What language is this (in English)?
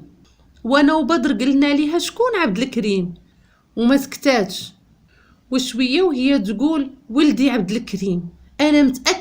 Moroccan Arabic